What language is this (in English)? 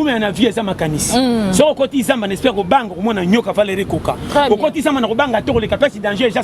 Lingala